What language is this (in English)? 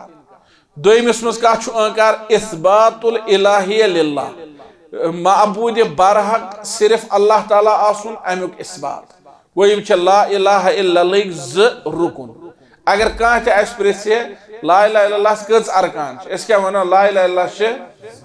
Kashmiri